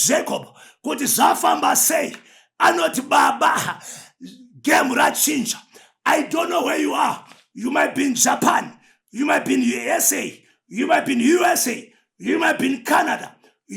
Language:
Shona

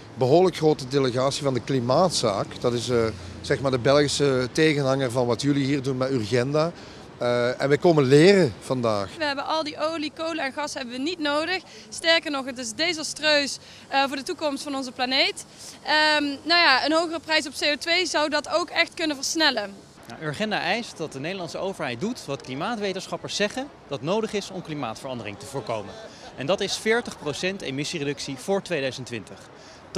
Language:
Dutch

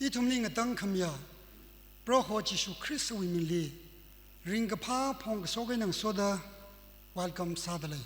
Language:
Tangkhul Naga (India)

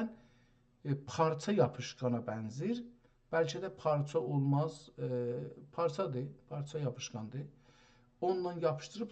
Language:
South Azerbaijani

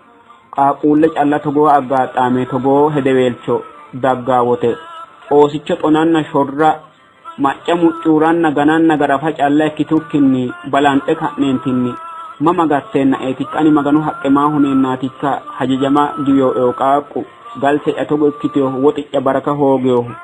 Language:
Sidamo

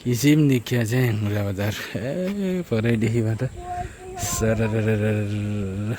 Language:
Nepali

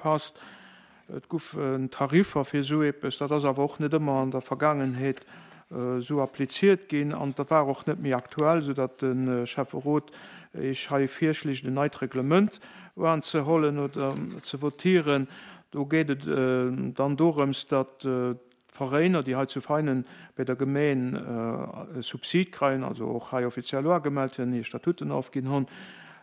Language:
Luxembourgish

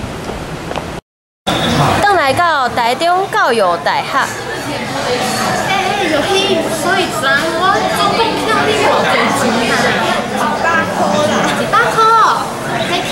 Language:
Min Nan Chinese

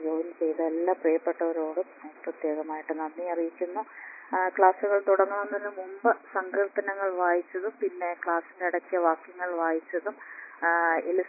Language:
Malayalam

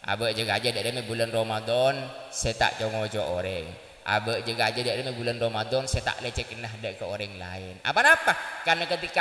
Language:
Madurese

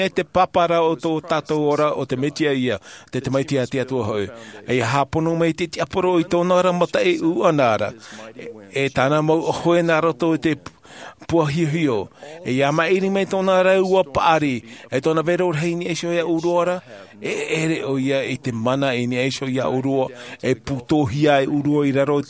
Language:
Tahitian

